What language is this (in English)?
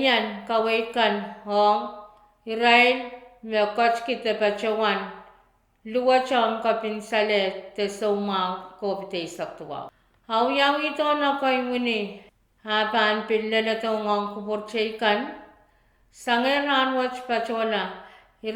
Pohnpeian